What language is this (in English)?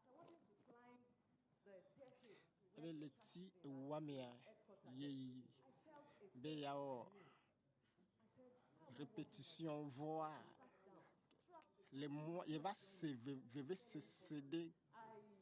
Ewe